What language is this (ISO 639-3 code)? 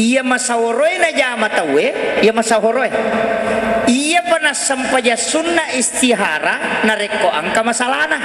bug